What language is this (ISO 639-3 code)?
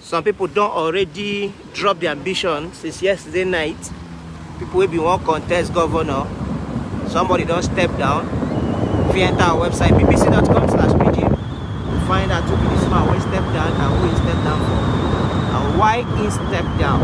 pcm